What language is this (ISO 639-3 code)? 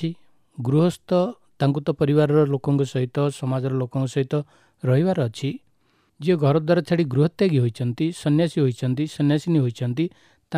ori